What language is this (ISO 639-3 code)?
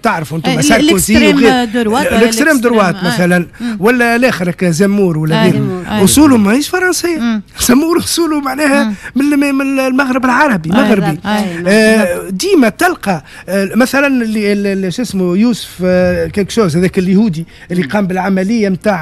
aeb